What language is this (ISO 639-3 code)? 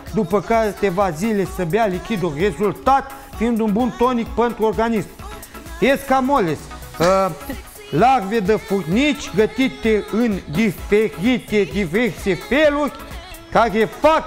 ron